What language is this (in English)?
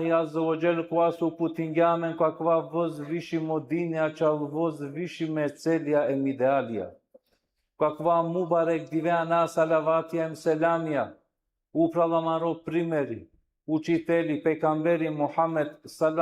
Balkan Romani